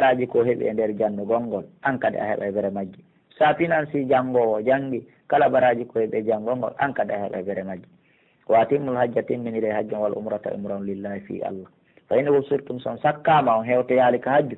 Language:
Pular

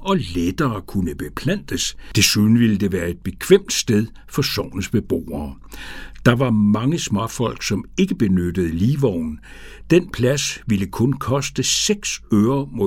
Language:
Danish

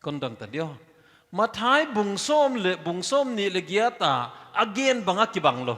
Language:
Paite Chin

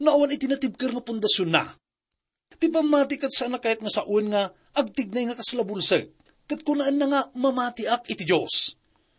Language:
Iloko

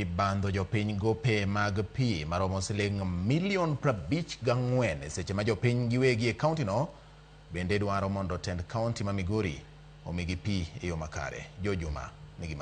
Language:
Luo (Kenya and Tanzania)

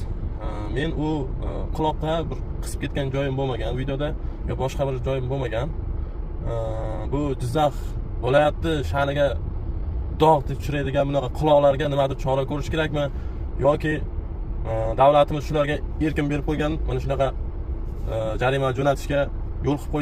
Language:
Uzbek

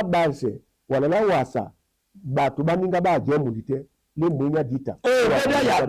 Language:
Duala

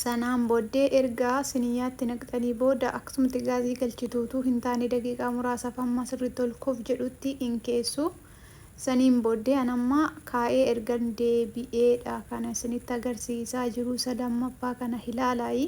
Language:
Oromo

